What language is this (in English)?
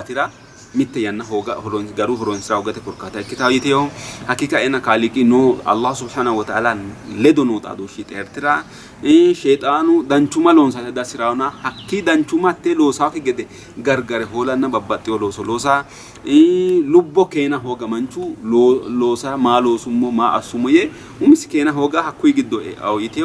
Sidamo